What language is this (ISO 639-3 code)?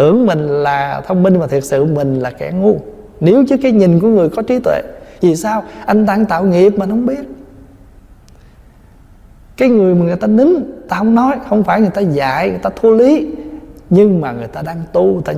vie